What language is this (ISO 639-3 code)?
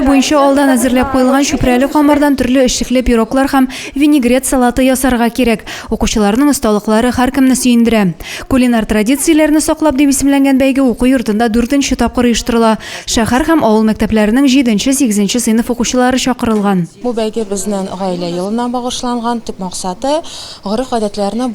tat